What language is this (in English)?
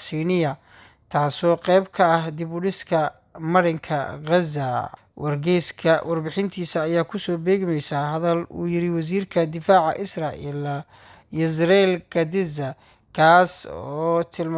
Somali